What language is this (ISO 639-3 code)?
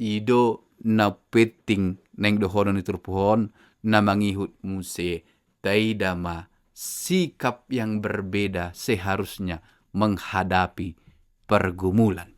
bbc